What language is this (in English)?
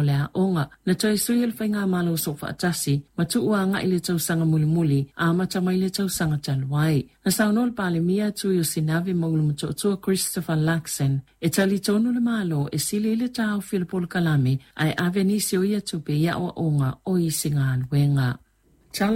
Samoan